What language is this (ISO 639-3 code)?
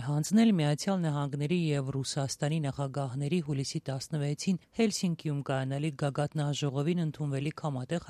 hye